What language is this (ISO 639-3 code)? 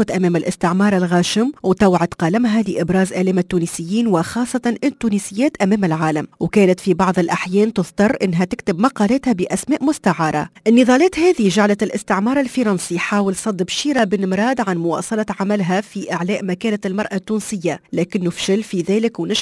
aeb